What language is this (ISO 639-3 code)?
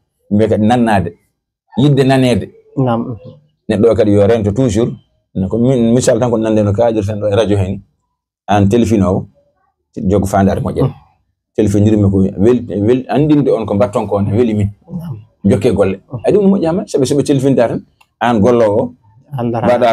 ful